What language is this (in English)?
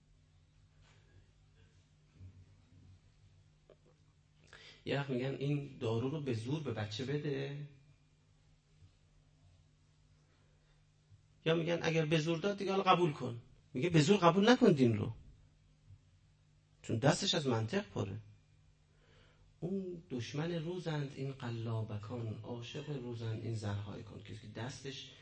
Persian